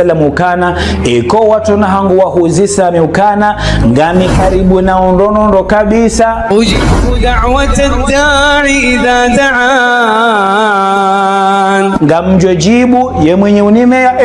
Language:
Ngazidja Comorian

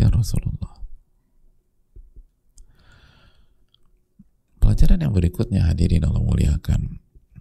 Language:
Indonesian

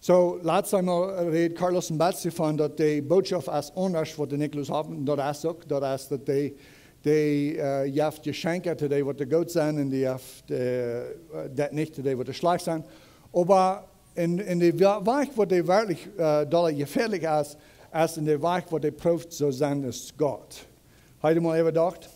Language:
Plautdietsch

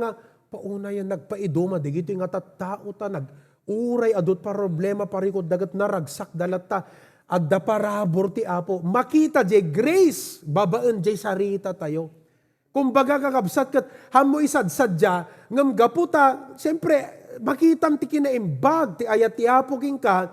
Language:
Iloko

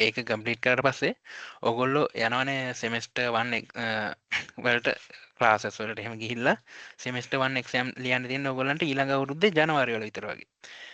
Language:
Sinhala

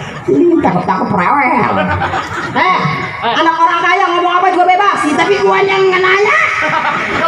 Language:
Betawi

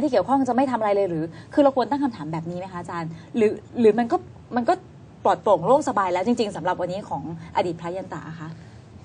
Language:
Thai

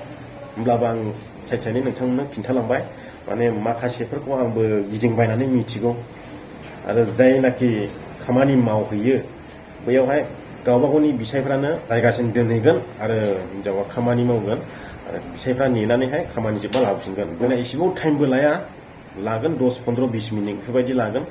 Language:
Bodo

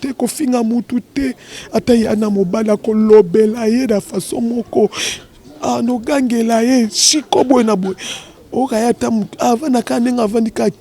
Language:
Lingala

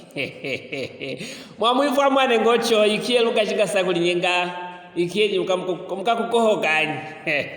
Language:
Luvale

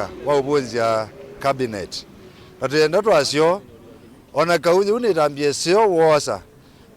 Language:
Kamba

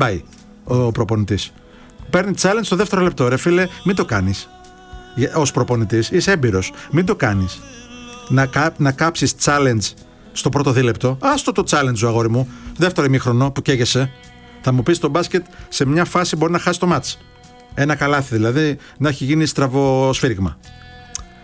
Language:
Greek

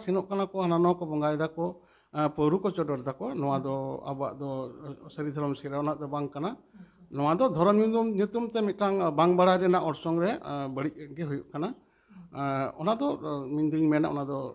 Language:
Santali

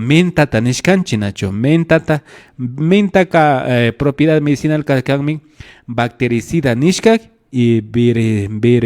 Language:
Imbabura Highland Quichua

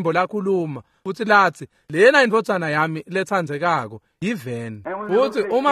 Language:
Swati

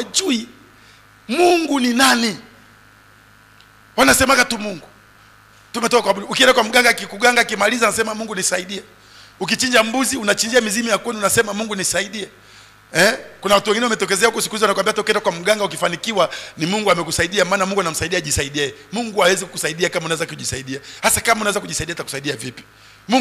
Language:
Swahili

